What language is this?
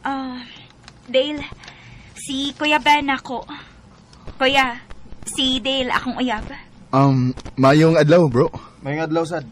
Cebuano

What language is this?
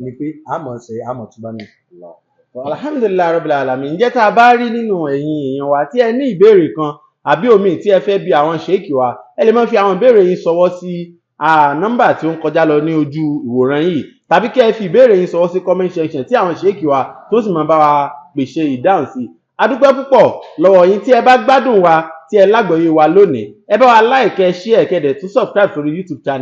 Yoruba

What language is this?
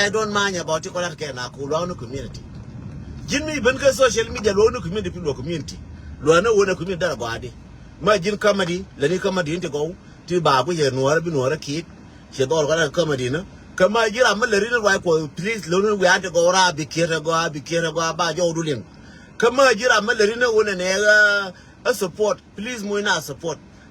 Nuer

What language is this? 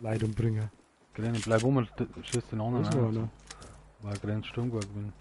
Bavarian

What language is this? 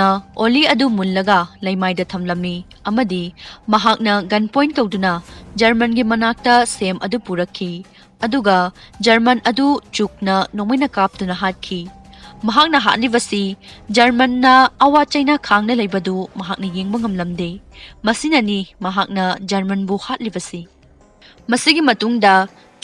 Manipuri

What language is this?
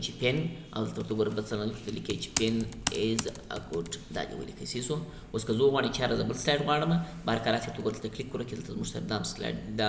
Pashto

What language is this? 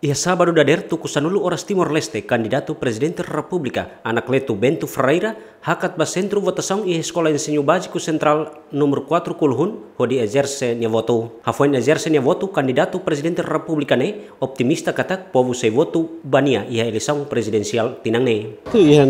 Tetum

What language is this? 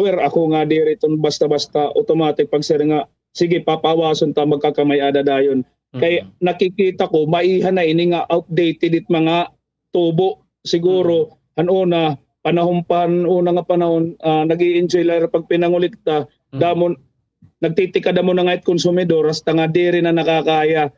Waray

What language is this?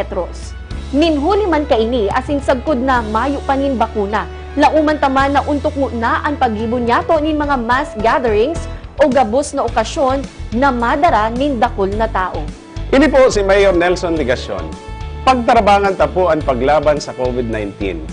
Bikol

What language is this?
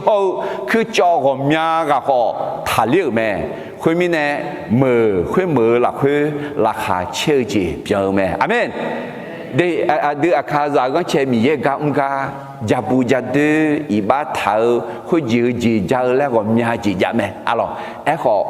Akha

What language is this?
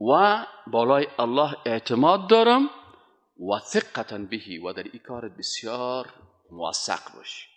Persian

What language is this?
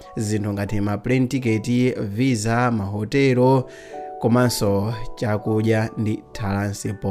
Nyanja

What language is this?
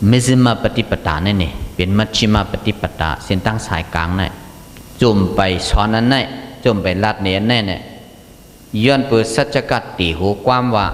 Shan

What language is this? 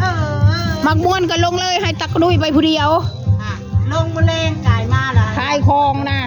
Northeastern Thai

